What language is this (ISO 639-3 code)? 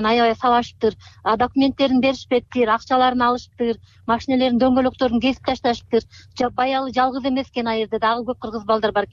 kir